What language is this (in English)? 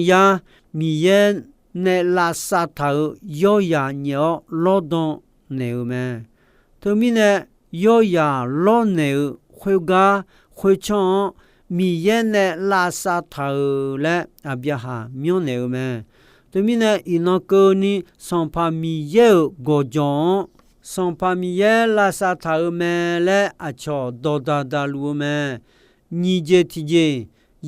Akha